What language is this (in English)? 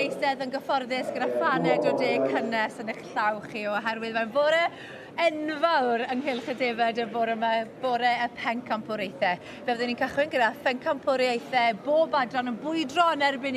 Welsh